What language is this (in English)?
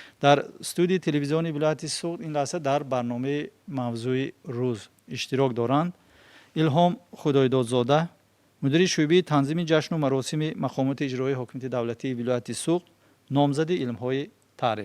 Tajik